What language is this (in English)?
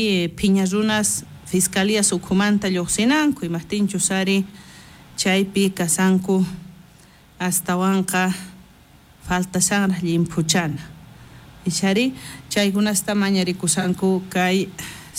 South Bolivian Quechua